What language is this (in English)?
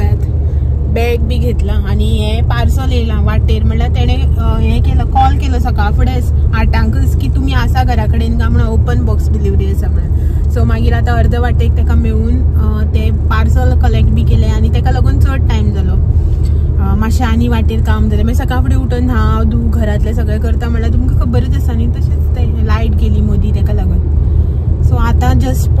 Konkani